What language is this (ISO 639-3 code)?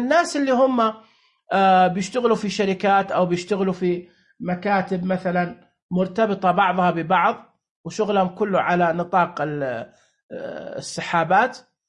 ars